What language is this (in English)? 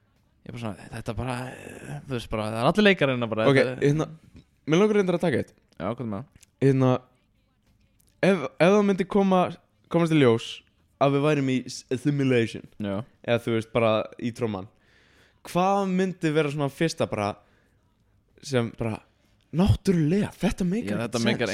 Icelandic